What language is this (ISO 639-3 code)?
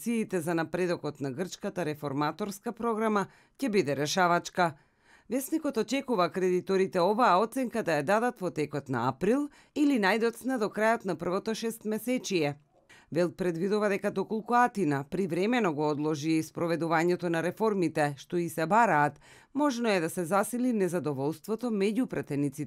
mkd